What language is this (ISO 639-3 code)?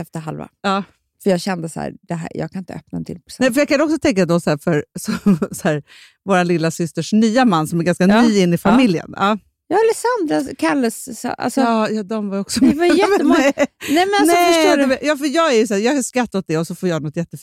swe